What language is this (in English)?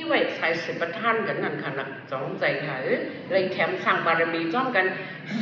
Shan